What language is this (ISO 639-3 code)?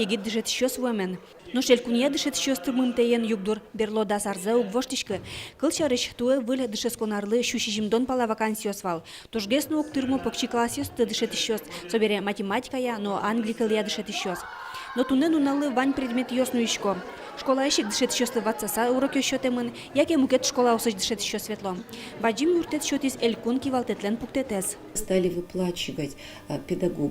udm